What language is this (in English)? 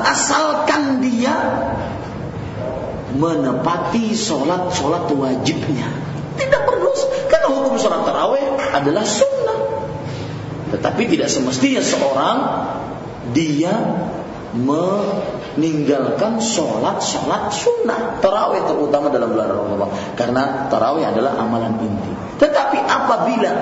Indonesian